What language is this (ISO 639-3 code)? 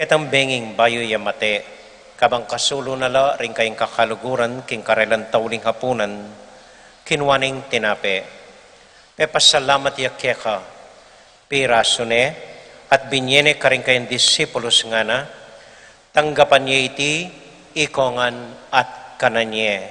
pam